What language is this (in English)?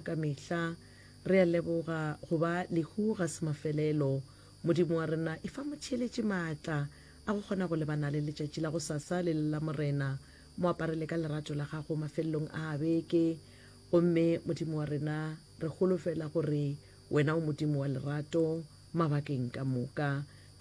Northern Sotho